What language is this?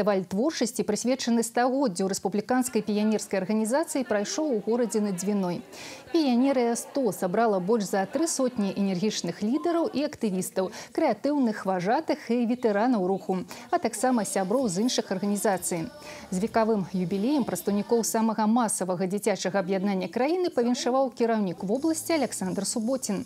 Belarusian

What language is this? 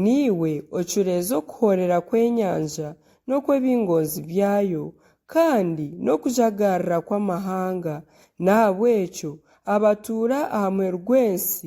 Nyankole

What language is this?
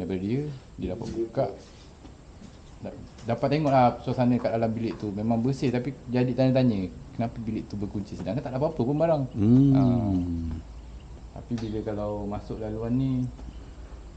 Malay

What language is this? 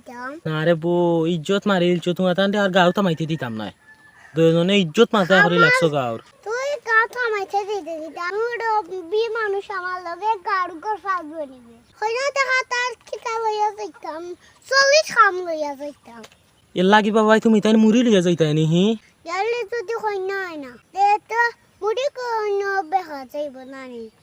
Sylheti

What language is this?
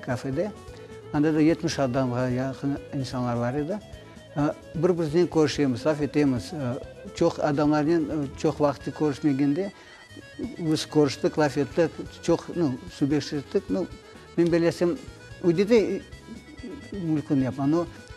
Crimean Tatar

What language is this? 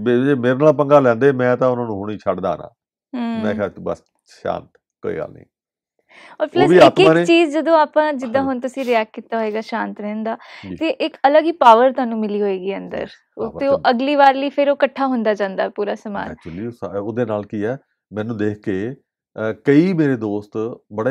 Punjabi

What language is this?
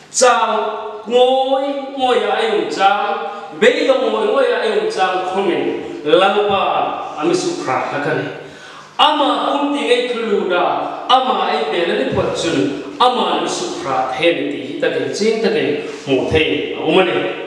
Hmar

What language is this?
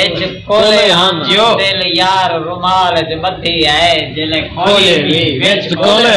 Saraiki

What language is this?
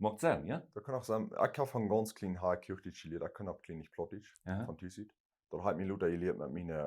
Plautdietsch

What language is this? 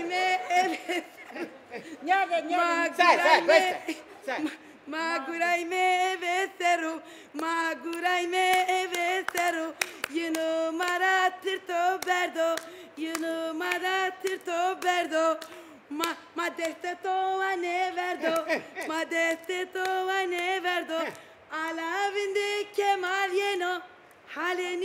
Zaza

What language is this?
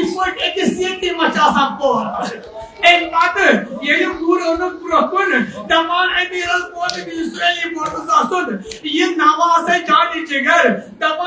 Kashmiri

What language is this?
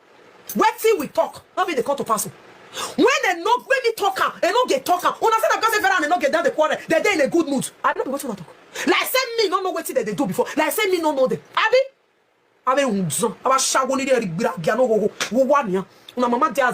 Nigerian Pidgin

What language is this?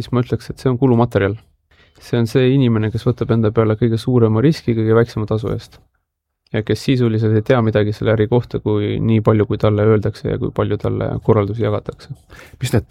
Estonian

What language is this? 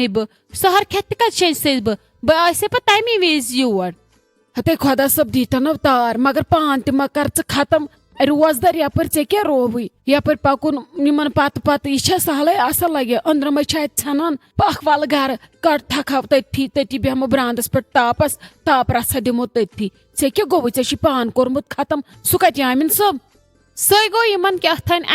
Kashmiri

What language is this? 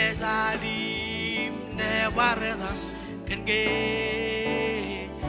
Marshallese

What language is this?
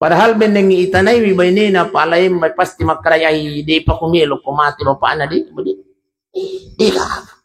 Buginese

